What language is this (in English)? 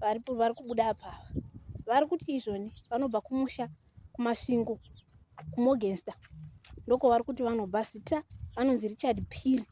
Shona